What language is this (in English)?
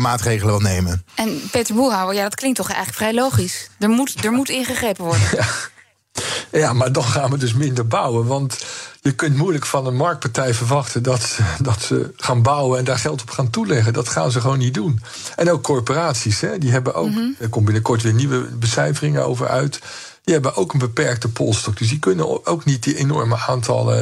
Dutch